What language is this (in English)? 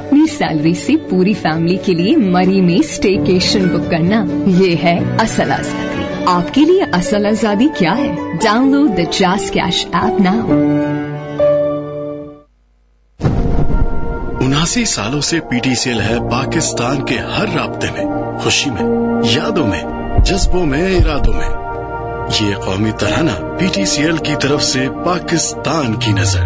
Urdu